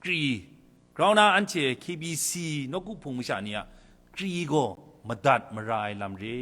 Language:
Kachin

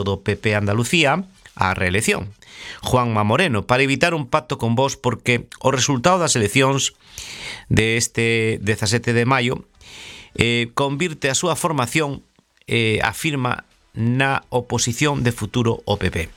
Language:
Galician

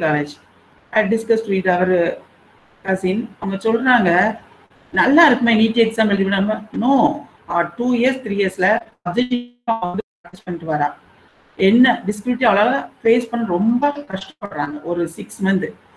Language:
Tamil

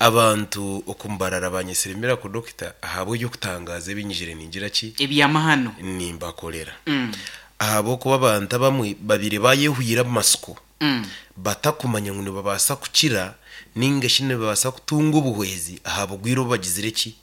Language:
Nyankole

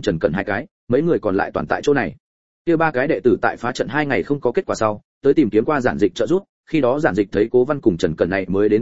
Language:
Vietnamese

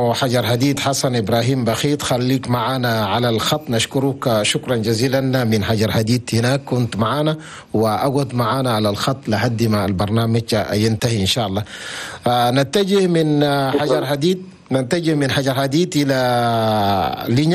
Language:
Chadian Arabic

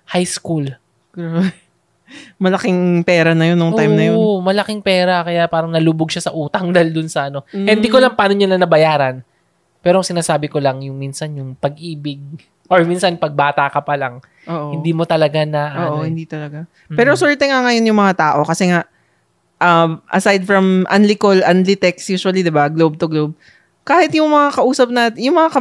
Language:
Filipino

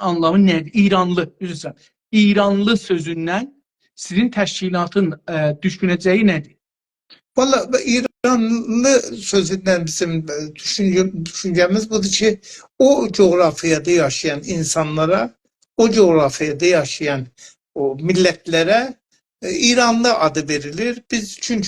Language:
South Azerbaijani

